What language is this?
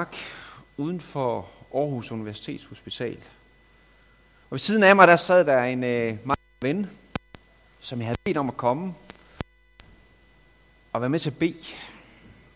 Danish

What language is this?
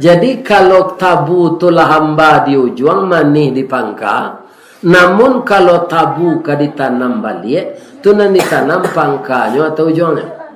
Minangkabau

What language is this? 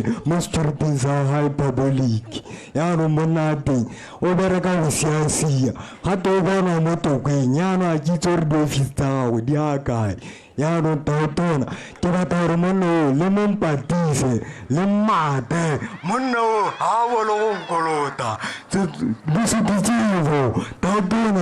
Tswana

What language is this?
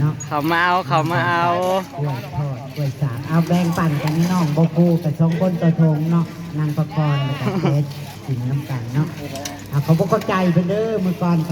Northeastern Thai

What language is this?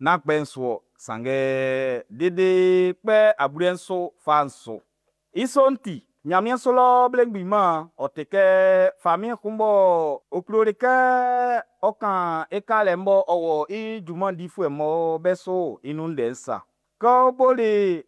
Baoulé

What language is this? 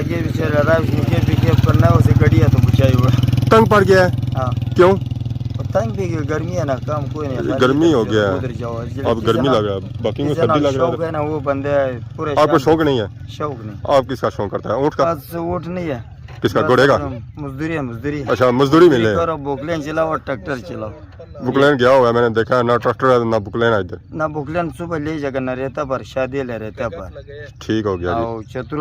Pahari-Potwari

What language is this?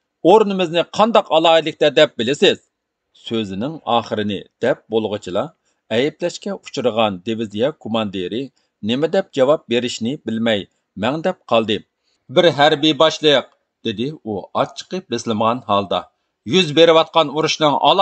Uyghur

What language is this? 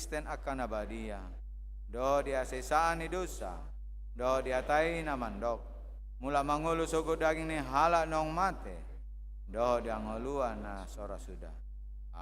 Batak Toba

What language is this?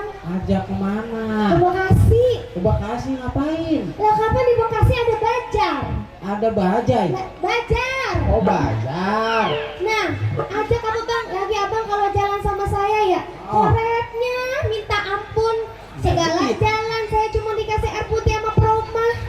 Betawi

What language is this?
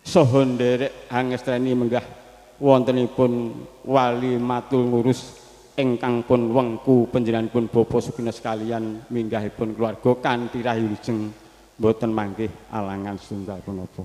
Javanese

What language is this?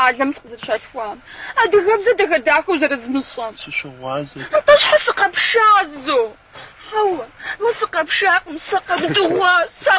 Kabardian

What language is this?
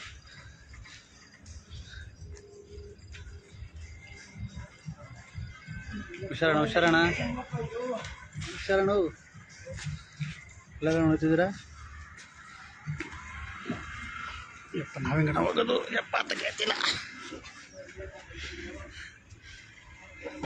Kannada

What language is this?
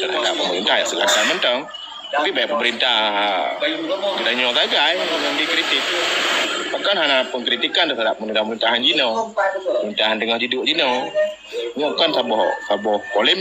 Achinese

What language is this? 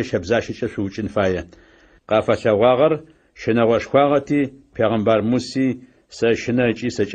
Adyghe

